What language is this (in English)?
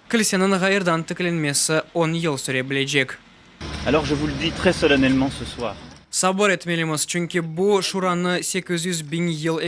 Crimean Tatar